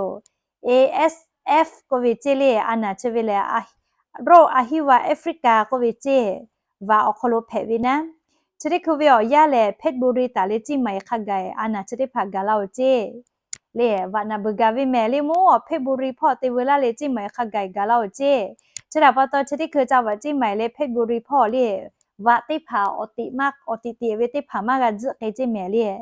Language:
Lahu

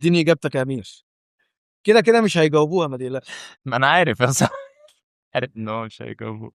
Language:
Egyptian Arabic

